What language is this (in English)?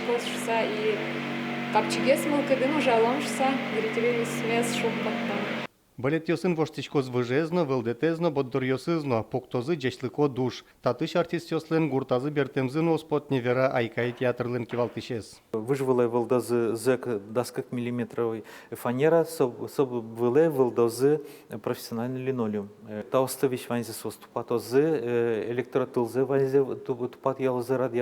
Udmurt